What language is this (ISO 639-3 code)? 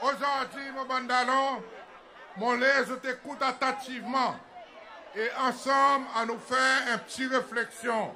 crs